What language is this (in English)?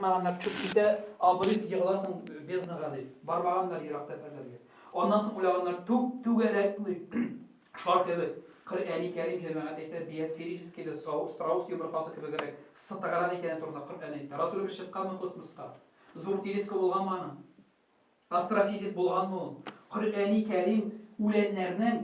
Tatar